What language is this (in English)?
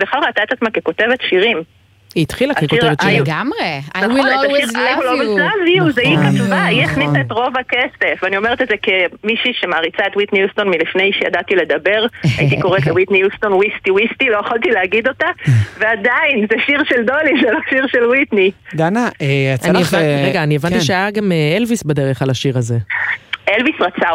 Hebrew